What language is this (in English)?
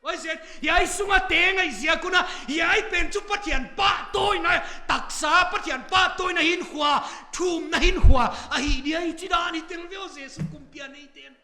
Paite Chin